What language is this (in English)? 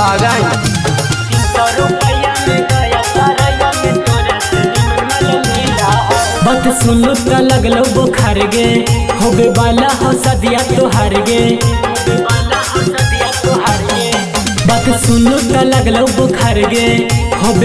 Magahi